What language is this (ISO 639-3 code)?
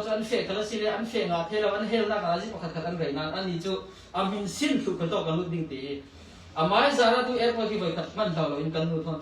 cnh